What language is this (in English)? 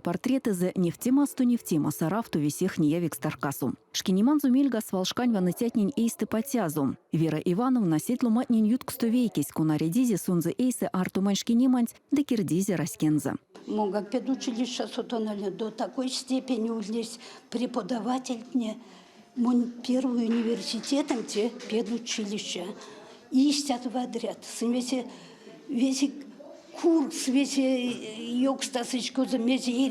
Erzya